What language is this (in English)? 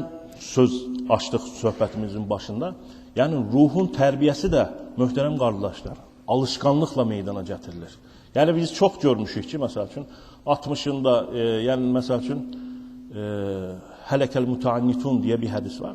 Azerbaijani